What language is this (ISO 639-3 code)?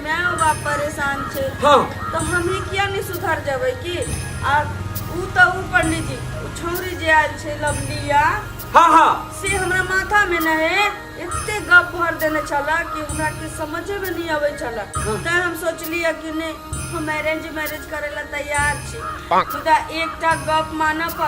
mai